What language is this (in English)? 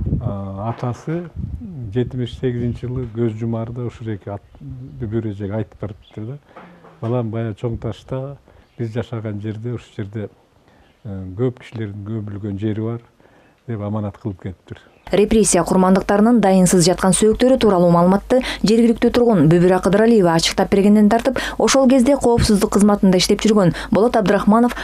Kyrgyz